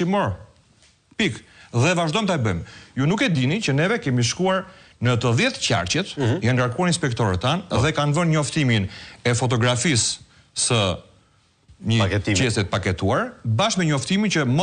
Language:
Albanian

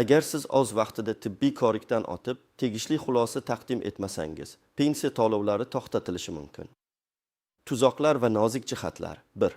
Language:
Uzbek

